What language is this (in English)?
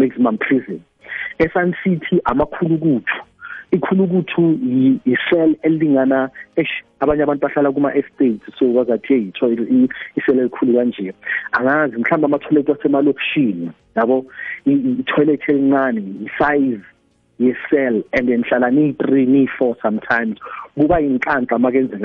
South Ndebele